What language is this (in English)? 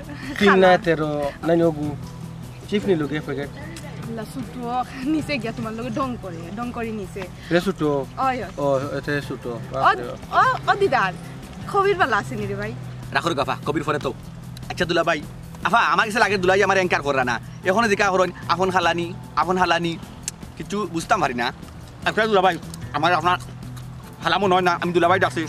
Sylheti